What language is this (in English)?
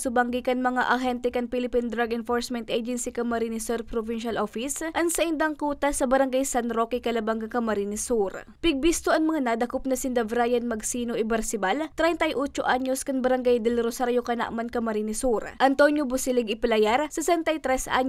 Bikol